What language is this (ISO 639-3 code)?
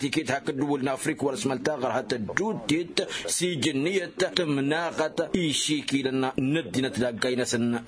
taq